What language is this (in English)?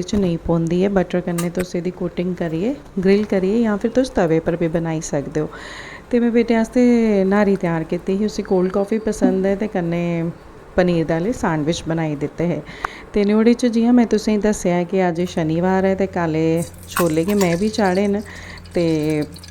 Dogri